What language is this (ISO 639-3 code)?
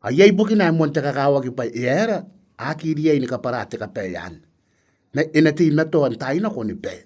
gil